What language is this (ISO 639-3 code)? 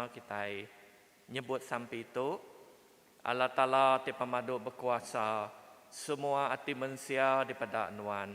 iba